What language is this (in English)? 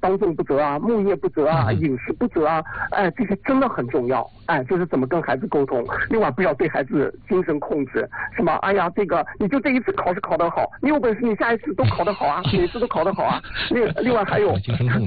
Chinese